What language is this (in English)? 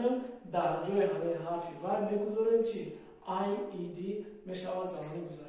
Tajik